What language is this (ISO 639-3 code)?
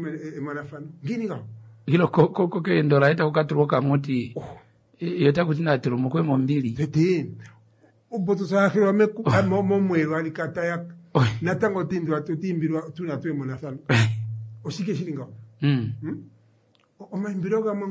kua